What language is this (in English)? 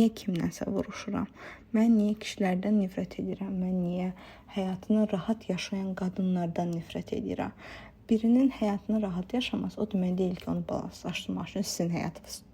Azerbaijani